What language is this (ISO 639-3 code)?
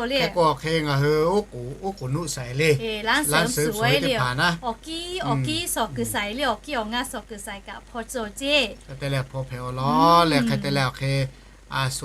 lhu